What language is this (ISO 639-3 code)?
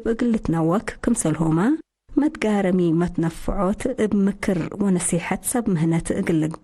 tig